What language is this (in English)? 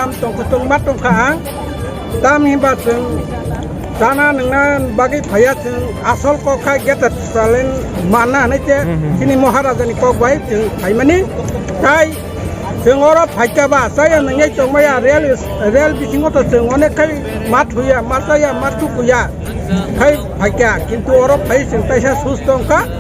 Kok Borok